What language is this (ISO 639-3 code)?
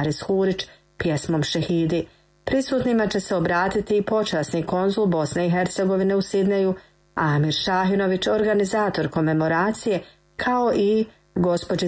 bos